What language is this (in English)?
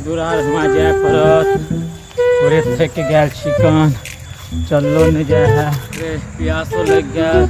Maithili